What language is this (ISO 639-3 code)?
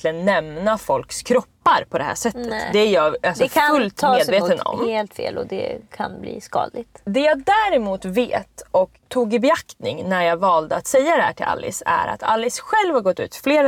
swe